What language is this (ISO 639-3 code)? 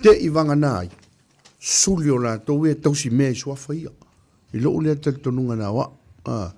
smo